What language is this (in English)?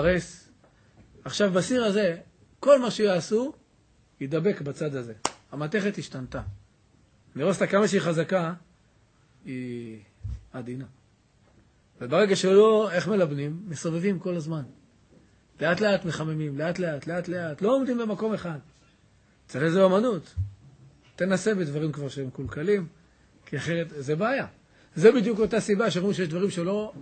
Hebrew